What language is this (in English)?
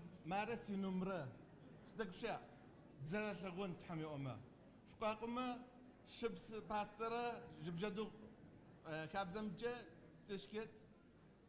Kabardian